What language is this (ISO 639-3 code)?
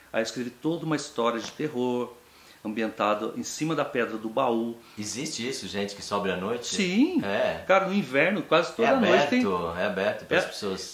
por